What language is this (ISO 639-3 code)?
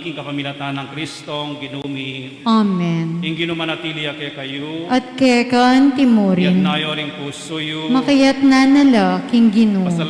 pam